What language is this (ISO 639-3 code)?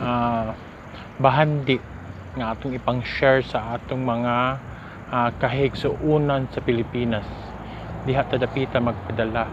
ceb